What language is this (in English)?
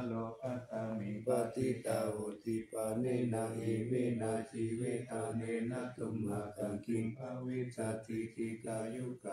Pali